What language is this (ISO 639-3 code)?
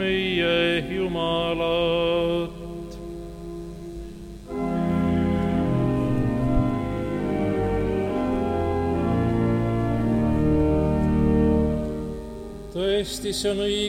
est